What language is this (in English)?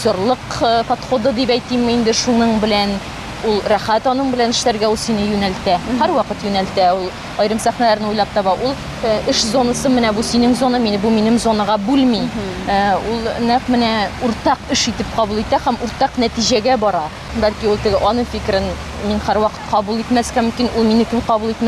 Tatar